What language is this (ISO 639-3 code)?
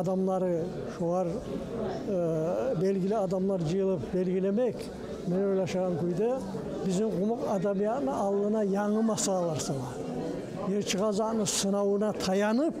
kum